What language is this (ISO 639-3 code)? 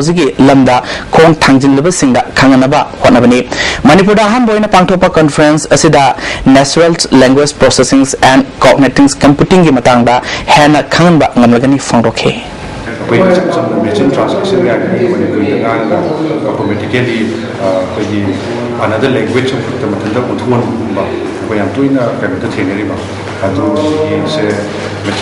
mni